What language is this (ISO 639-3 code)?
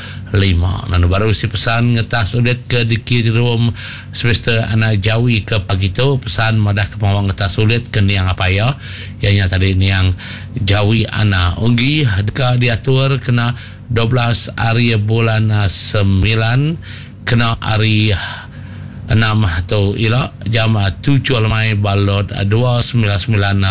iba